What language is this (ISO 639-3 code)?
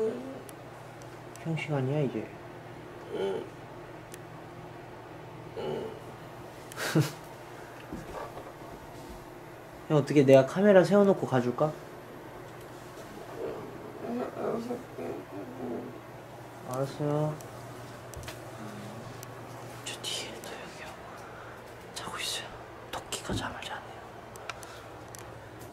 kor